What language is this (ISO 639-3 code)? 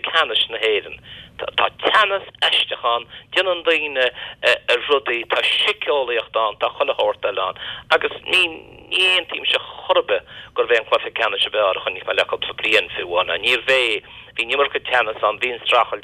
gle